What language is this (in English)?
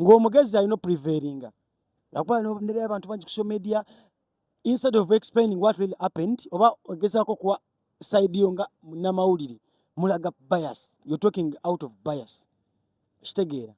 Ganda